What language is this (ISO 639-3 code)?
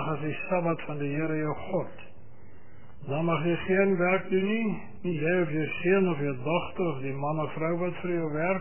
afr